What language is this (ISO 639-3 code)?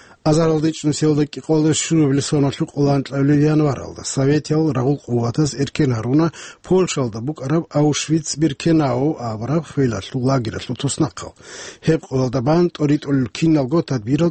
ava